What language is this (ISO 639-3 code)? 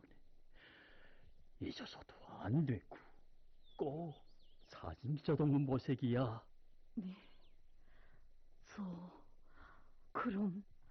kor